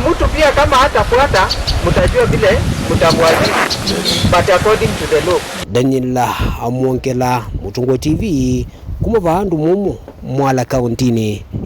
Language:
Kamba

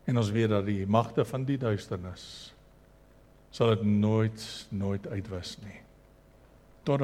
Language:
Afrikaans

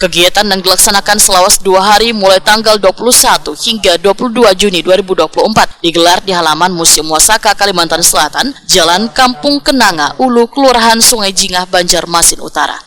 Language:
Banjar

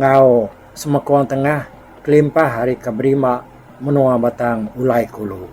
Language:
Iban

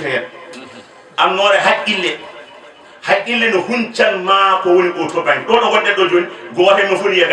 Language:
Fula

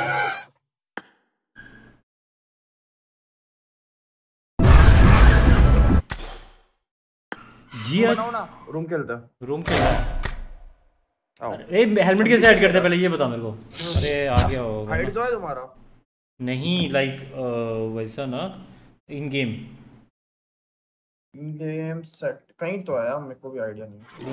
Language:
Hindi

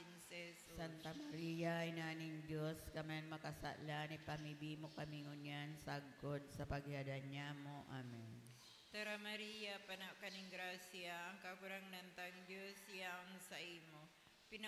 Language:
Bikol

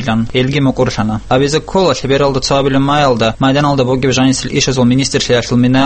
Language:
Avaric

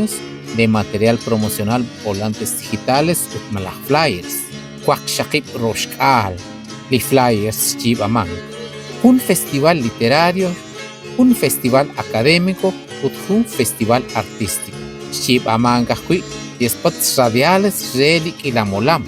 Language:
Kekchí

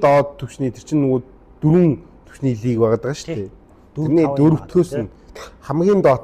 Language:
Mongolian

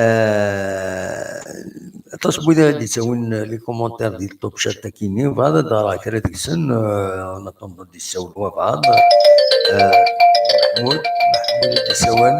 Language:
Kabyle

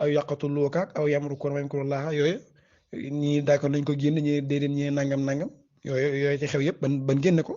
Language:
Wolof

